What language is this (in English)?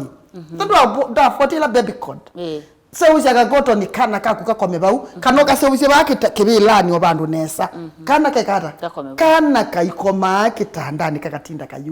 Kamba